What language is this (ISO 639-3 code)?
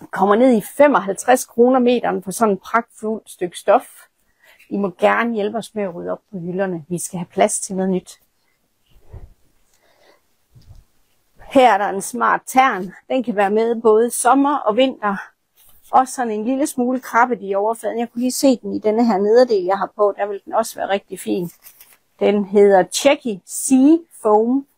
dan